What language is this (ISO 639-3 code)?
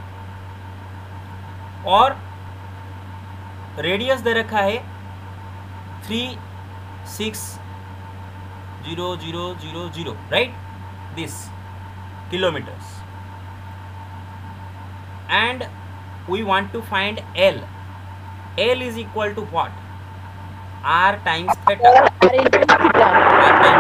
hin